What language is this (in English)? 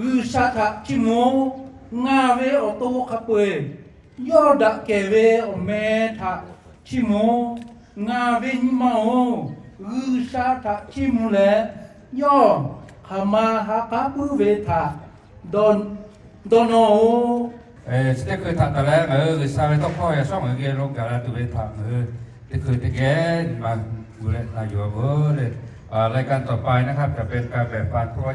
Lahu